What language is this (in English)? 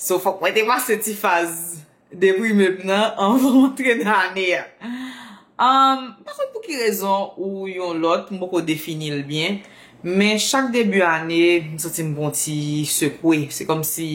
Haitian Creole